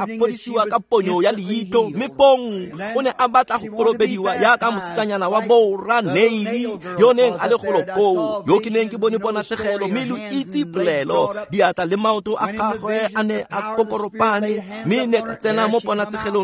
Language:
Tswana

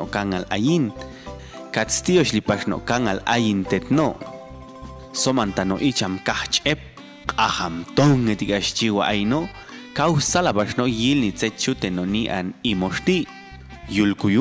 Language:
Popti'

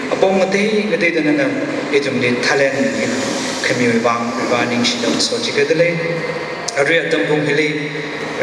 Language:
Tangkhul Naga (India)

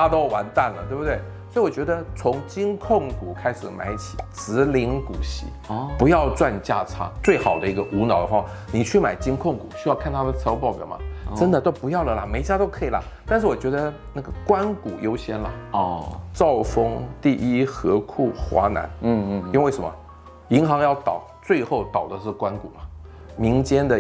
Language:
Chinese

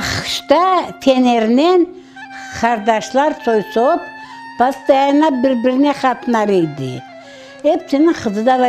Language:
Crimean Tatar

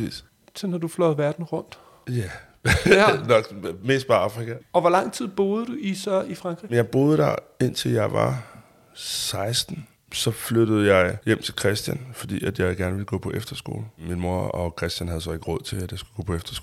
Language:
Danish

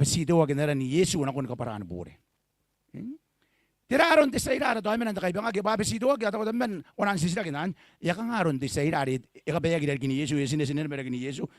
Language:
Gilbertese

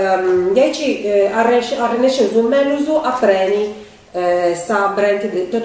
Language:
Sardinian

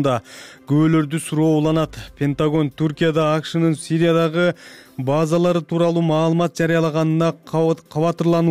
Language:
Kyrgyz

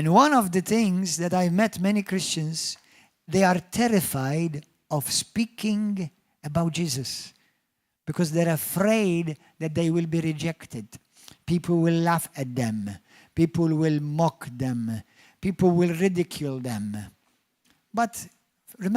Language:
English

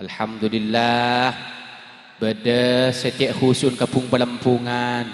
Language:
Madurese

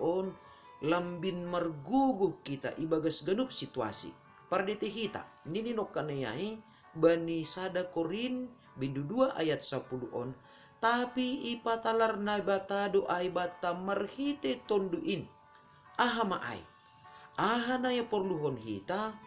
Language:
Batak Simalungun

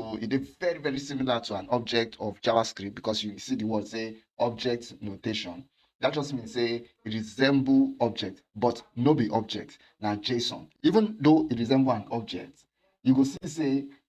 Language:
Nigerian Pidgin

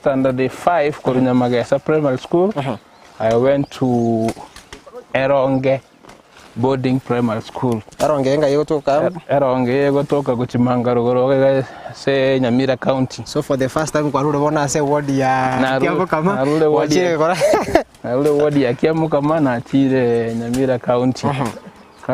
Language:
Gusii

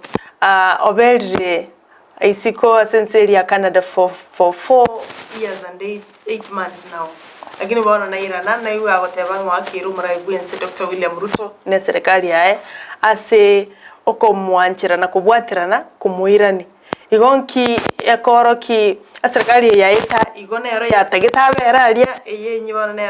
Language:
Gusii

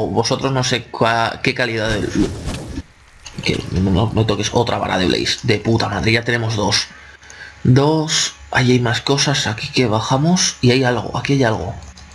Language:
Spanish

